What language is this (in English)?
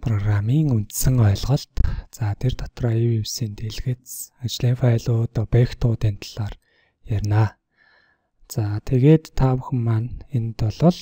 Mongolian